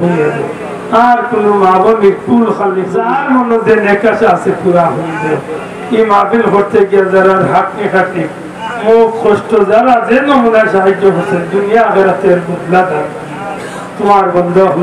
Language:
Sylheti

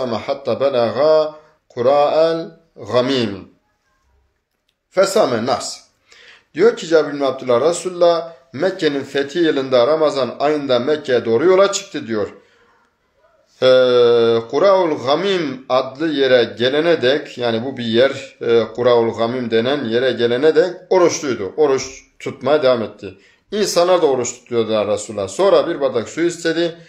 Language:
Turkish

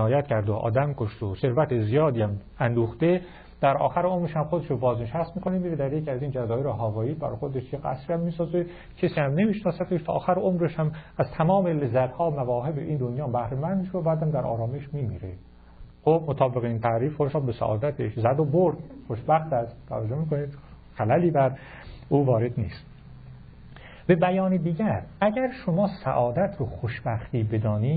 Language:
Persian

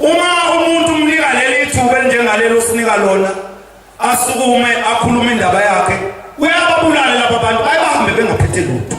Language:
Zulu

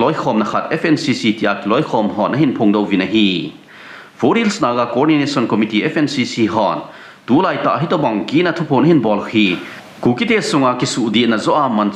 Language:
Thado Chin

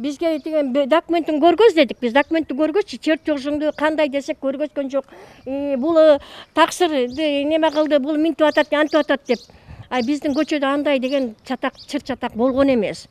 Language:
Kyrgyz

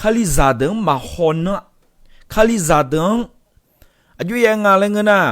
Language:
Akha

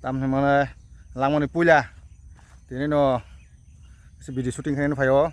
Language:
Kok Borok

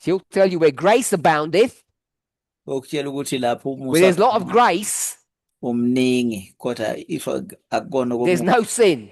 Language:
Zulu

